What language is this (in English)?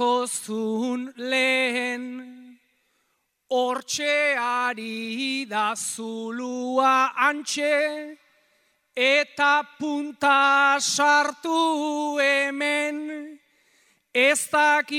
Basque